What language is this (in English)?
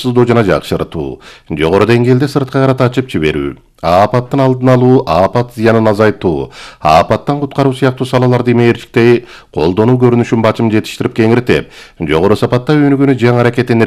Kyrgyz